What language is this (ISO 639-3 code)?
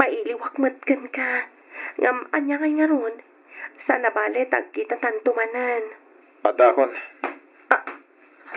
ilo